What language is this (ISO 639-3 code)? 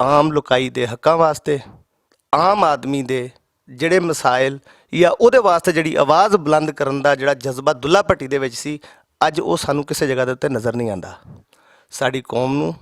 lah